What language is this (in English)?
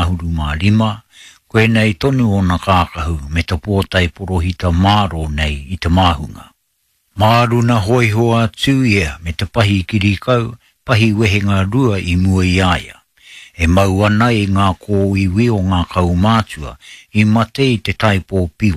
Māori